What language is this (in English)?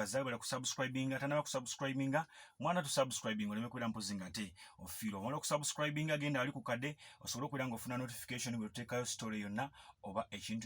Ganda